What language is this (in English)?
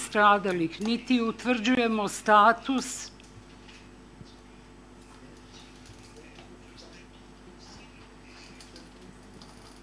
Serbian